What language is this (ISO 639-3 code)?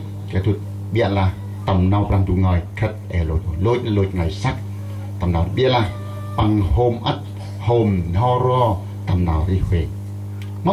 cmo